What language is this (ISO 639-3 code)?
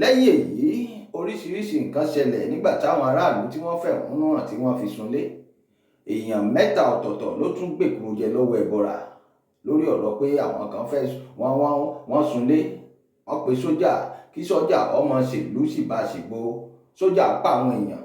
yor